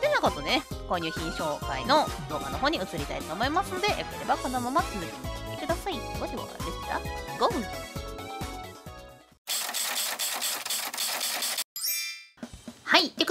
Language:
Japanese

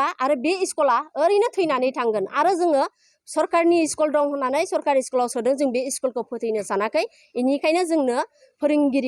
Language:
Bodo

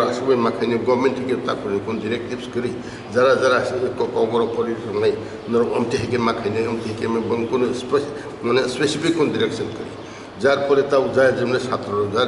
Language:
Kok Borok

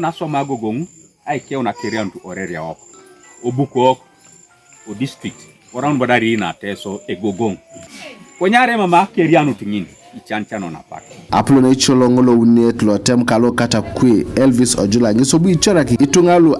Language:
Teso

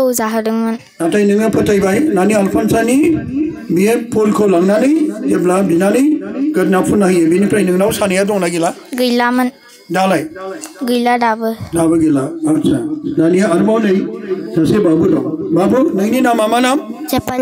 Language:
Bodo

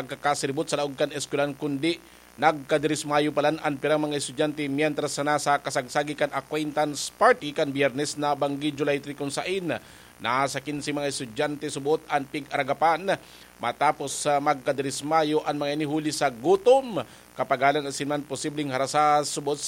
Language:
Bikol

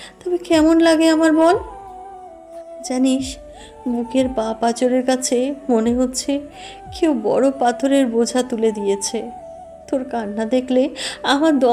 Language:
Bangla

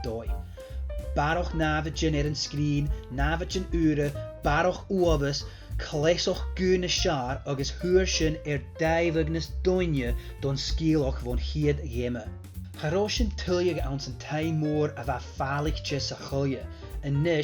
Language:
Scottish Gaelic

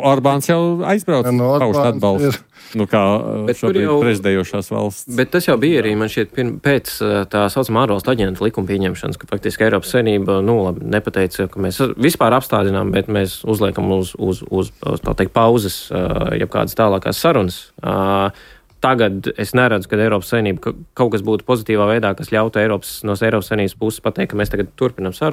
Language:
Latvian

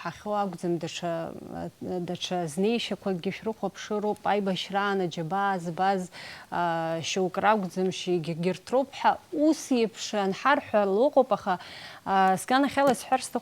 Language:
Abkhazian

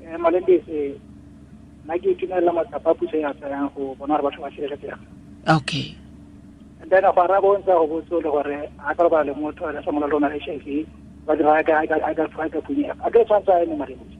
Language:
Tswana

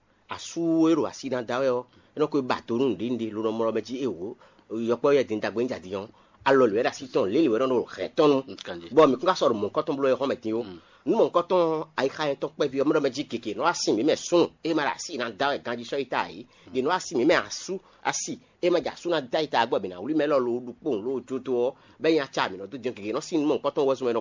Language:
Fon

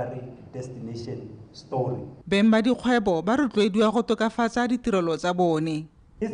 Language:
Tswana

